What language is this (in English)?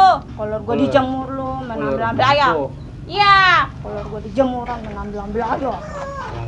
Betawi